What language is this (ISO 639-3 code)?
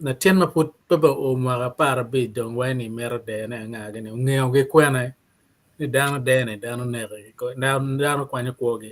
ach